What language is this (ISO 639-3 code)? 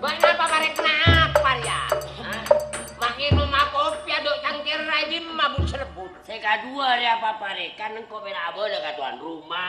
mad